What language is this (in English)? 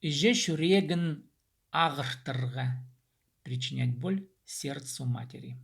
Khakas